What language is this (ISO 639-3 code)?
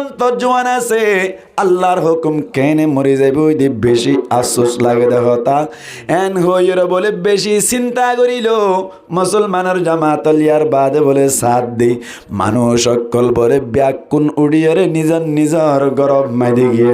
rhg